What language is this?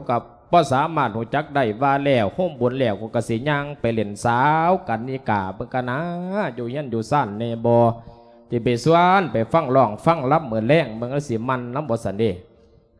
Lao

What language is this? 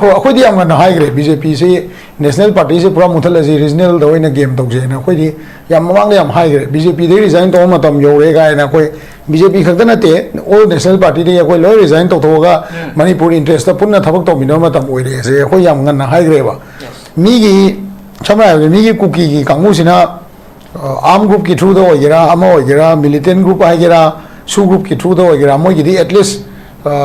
Manipuri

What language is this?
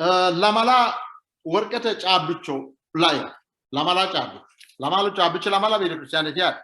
Sidamo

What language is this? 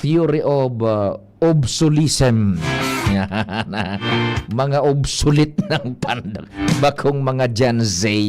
Bikol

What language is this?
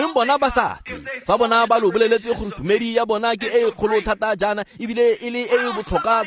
Tswana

